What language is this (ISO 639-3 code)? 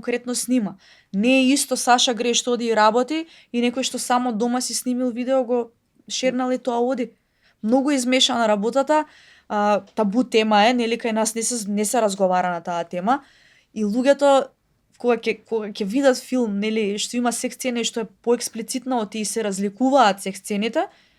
mkd